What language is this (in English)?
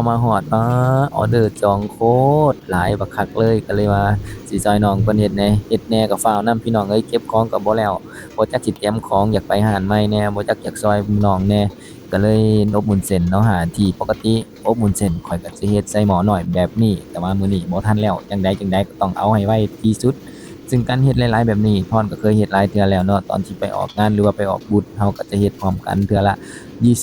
Lao